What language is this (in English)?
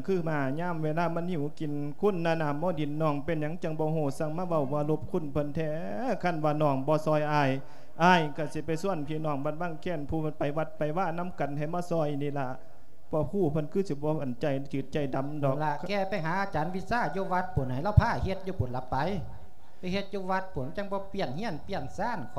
Lao